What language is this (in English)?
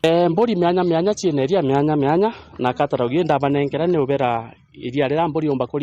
Meru